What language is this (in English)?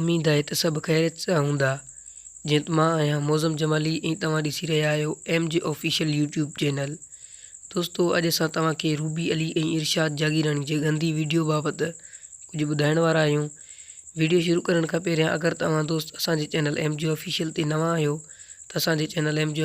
Sindhi